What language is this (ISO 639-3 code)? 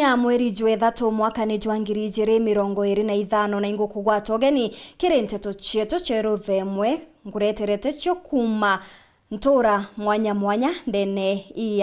mer